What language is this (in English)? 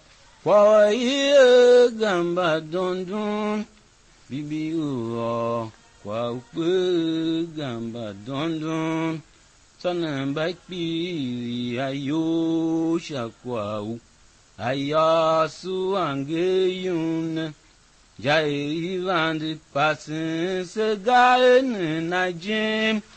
Tiv